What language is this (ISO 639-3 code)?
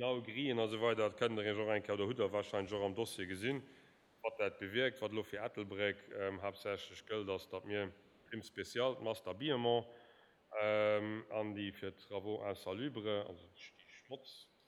ltz